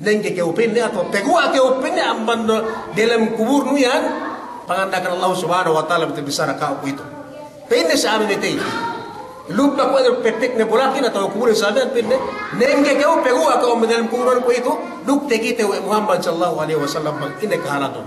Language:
Yakan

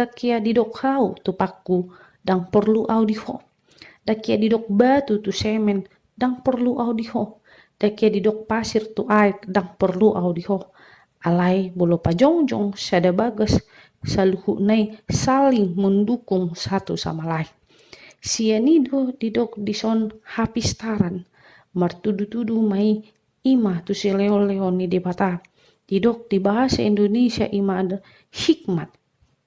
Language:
Batak Toba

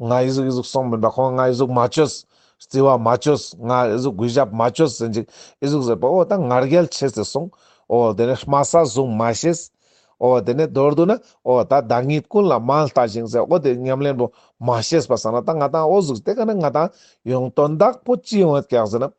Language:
Ladakhi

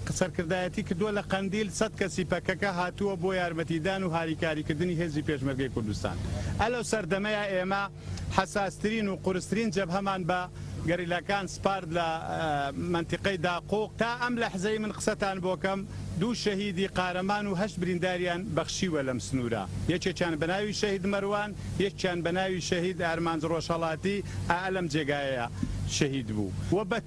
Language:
Central Kurdish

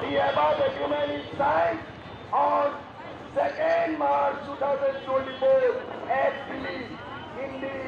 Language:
Kok Borok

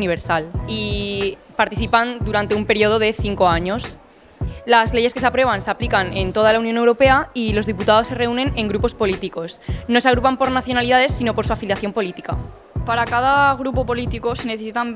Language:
Spanish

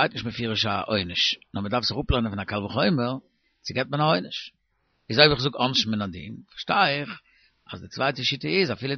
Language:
Yiddish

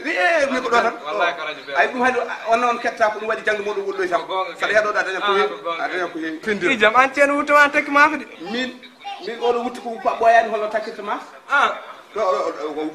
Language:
Fula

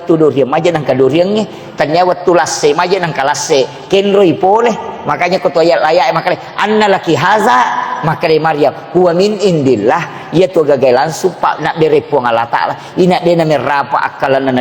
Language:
Buginese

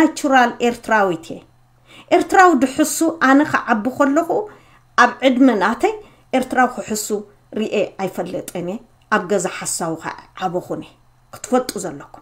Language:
Tigrinya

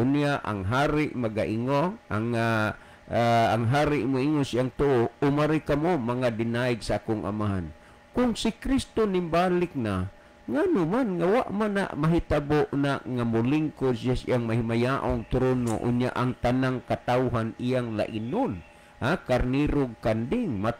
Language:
Cebuano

